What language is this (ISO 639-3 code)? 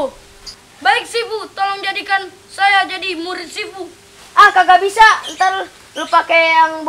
bew